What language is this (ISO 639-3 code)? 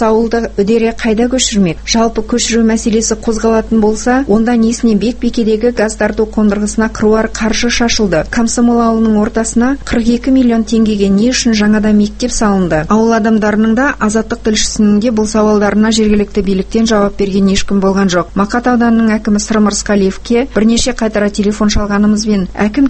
kaz